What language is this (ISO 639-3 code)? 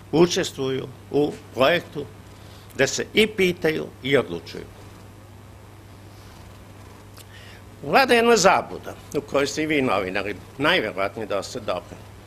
srp